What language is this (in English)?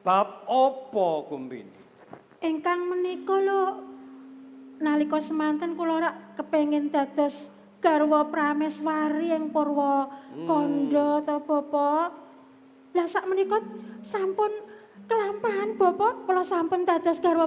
Javanese